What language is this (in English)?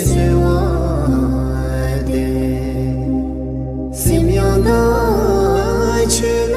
Tibetan